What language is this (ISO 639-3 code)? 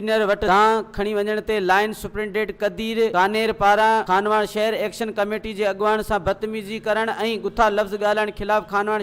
snd